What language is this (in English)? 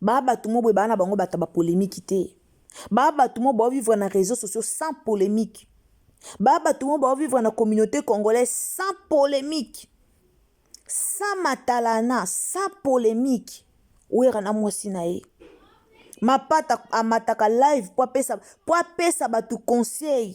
Lingala